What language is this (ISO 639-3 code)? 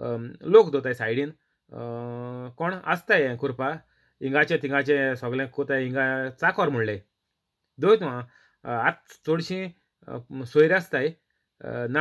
kok